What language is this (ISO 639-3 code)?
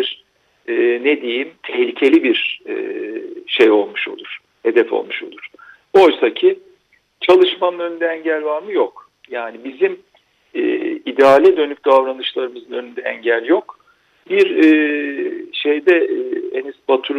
tur